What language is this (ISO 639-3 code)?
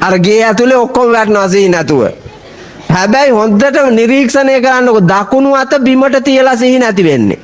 sin